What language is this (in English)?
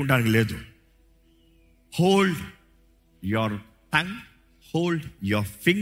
Telugu